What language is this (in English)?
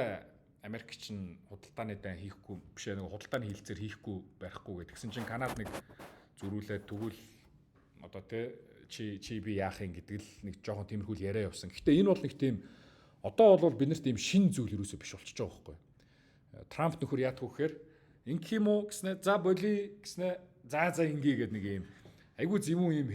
Mongolian